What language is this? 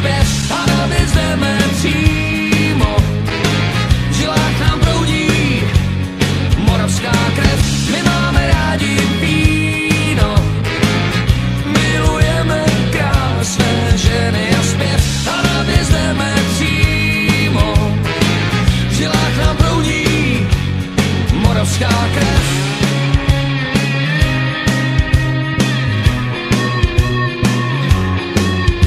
Czech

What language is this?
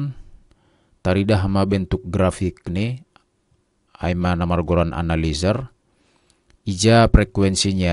Batak Simalungun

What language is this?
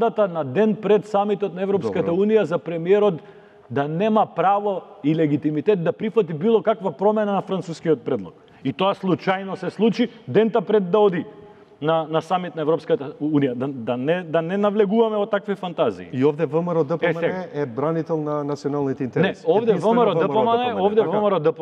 Macedonian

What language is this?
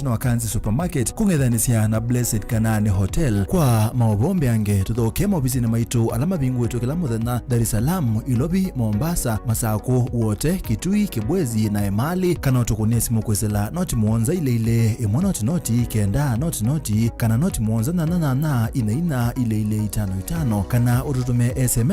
Kamba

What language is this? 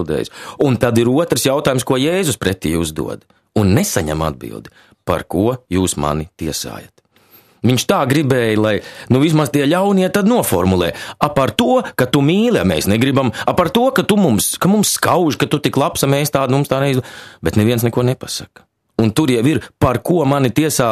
Latvian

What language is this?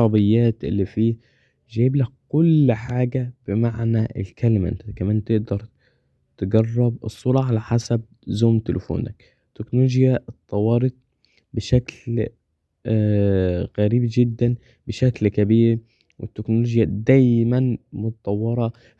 Egyptian Arabic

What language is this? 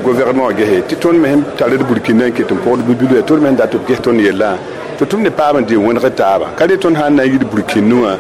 Mossi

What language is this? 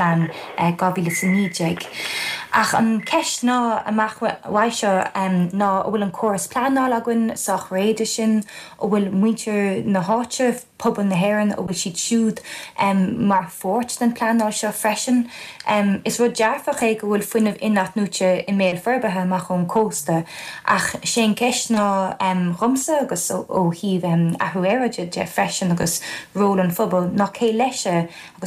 Irish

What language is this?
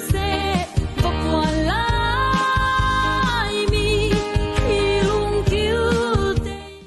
Hakha Chin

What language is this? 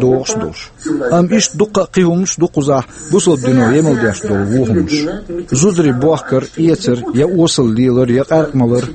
Chechen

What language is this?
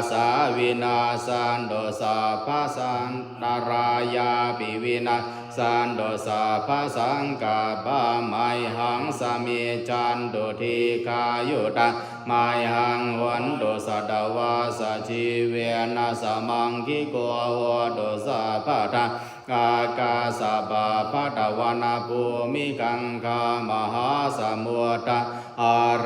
Pali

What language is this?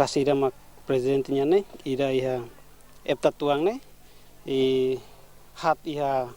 Tetum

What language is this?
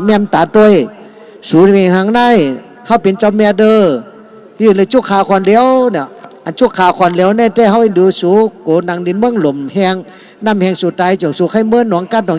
Shan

